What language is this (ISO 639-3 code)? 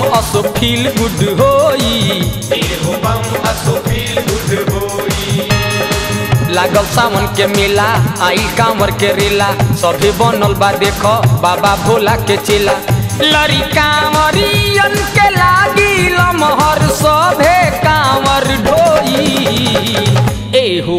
bho